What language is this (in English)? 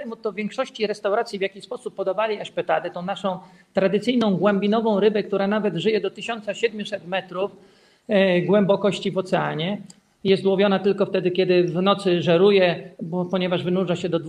Polish